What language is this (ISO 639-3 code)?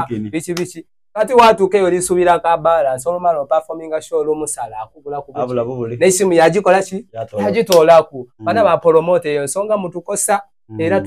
xog